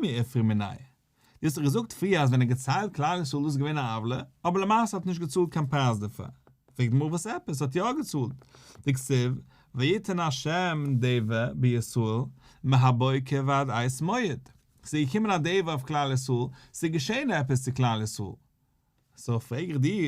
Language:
Yiddish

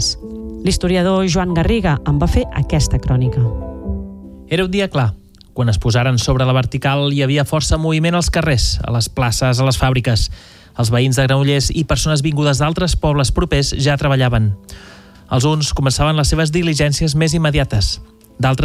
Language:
Catalan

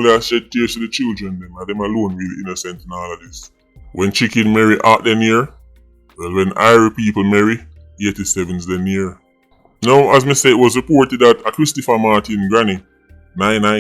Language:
Jamaican Creole English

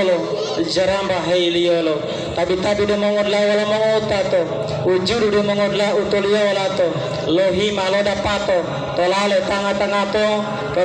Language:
Gorontalo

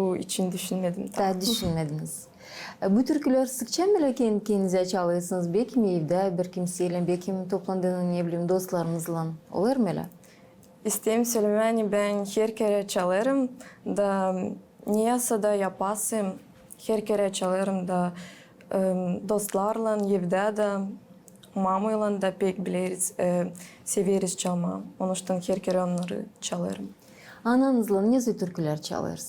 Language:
Gagauz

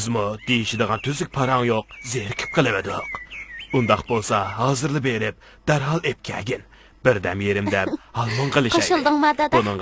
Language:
Uyghur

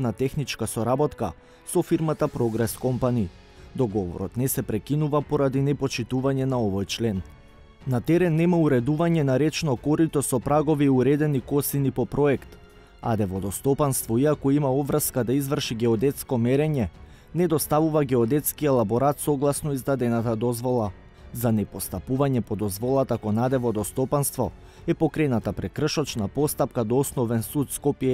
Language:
Macedonian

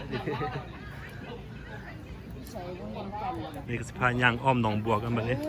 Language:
Lao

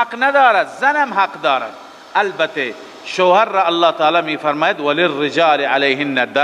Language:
Persian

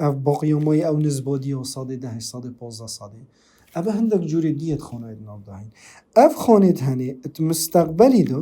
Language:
Kurdish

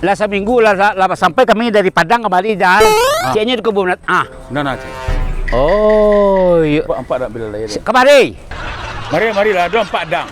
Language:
Minangkabau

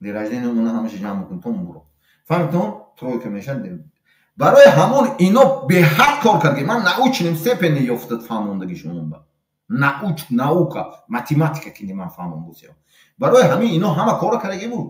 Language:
Tajik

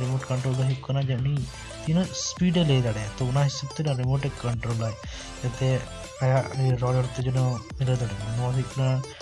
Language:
Santali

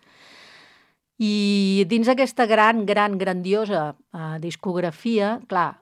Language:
Catalan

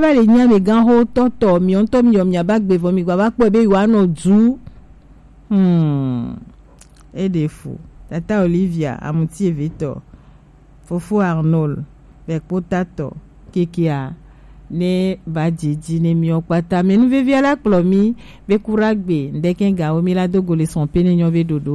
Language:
Gen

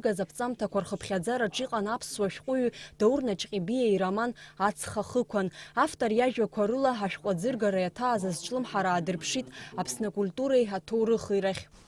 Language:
Abkhazian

